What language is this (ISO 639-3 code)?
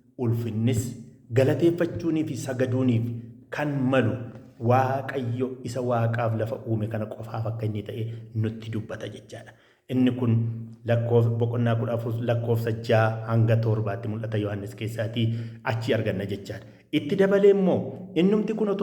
orm